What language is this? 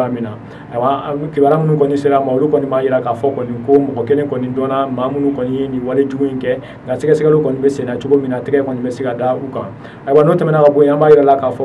Bambara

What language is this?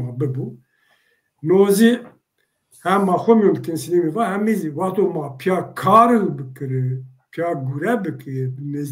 Zaza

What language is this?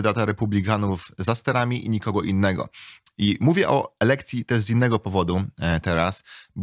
Polish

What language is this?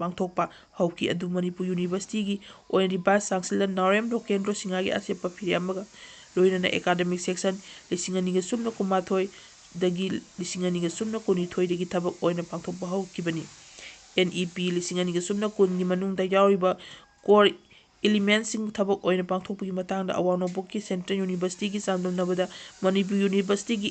Manipuri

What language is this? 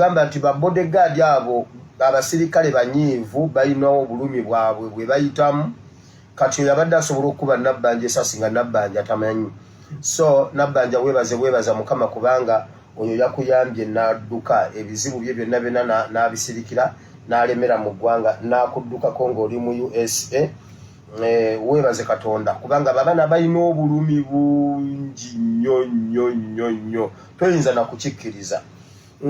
Ganda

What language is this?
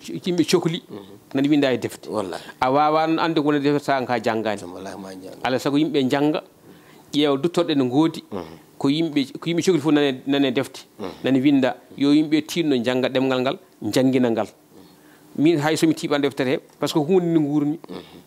Fula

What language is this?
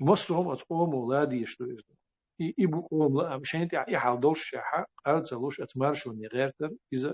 Chechen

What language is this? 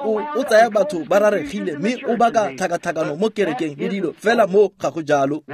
Tswana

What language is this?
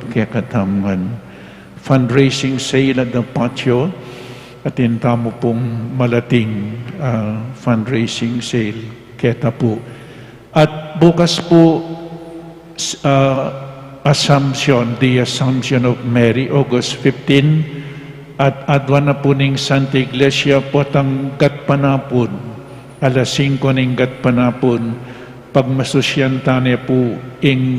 Pampanga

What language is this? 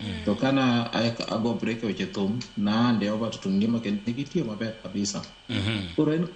Luo (Kenya and Tanzania)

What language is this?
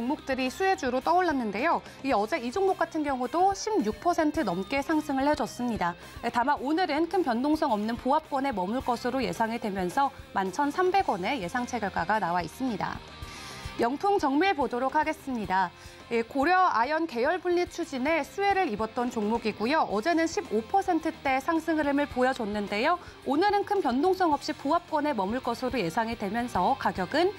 Korean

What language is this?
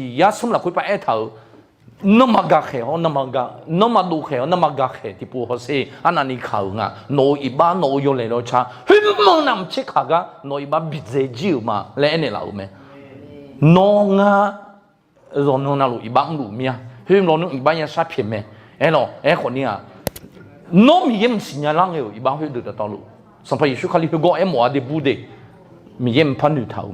Akha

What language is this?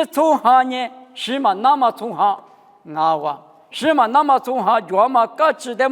Lisu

